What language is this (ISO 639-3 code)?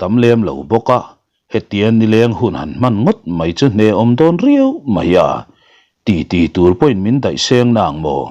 lus